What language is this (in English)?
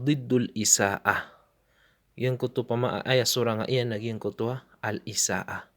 Maranao